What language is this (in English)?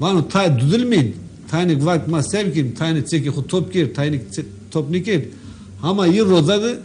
Zaza